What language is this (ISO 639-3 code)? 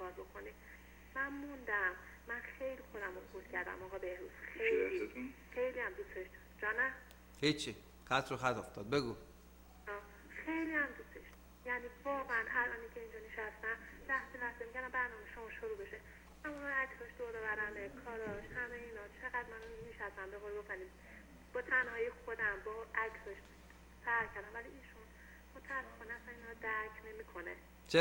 fas